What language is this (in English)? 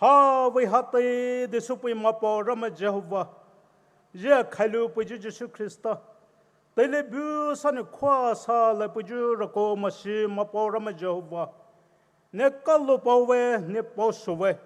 Poumei Naga